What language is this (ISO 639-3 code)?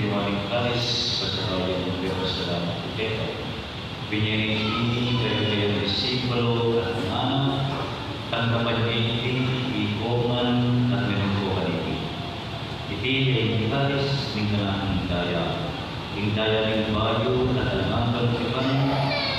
pam